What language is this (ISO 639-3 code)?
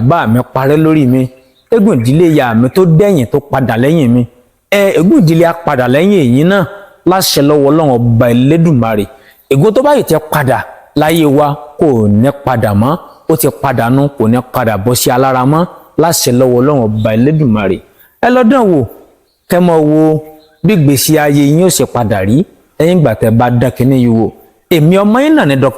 yor